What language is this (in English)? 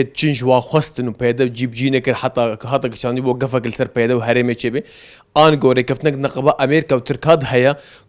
Kurdish